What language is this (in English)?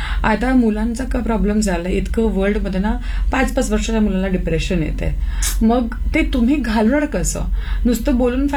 Marathi